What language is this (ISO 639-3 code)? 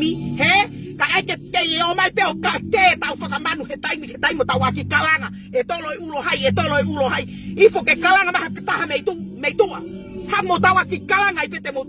ton